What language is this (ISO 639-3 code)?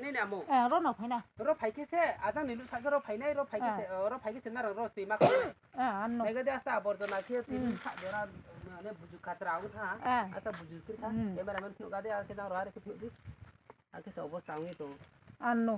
ria